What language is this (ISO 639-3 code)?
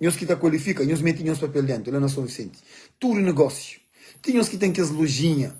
kea